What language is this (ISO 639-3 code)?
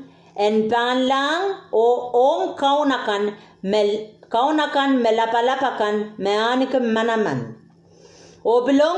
pon